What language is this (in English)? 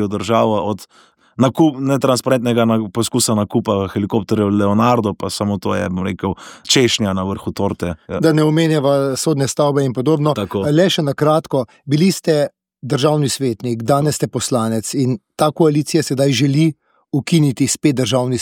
Slovenian